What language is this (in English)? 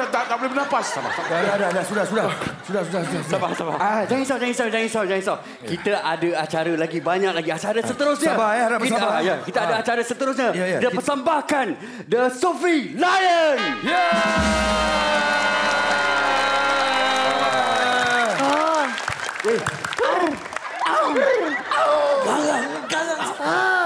Malay